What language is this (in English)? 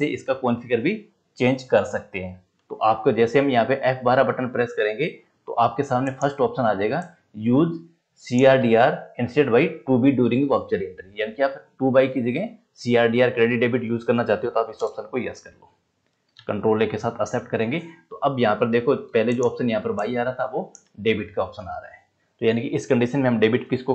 Hindi